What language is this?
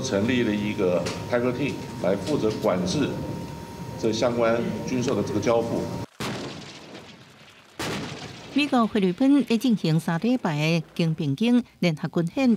Min Nan Chinese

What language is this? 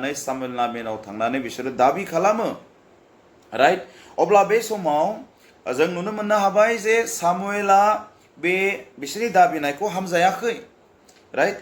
Bodo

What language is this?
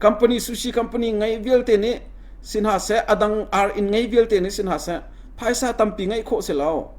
Hakha Chin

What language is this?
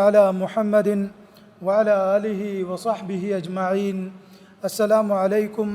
Divehi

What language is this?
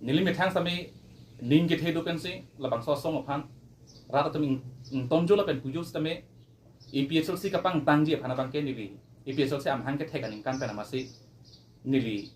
Karbi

